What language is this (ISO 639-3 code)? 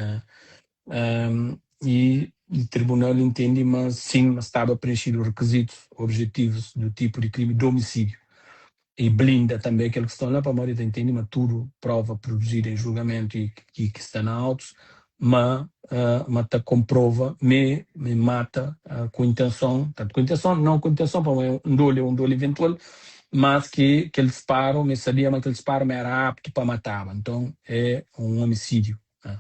kea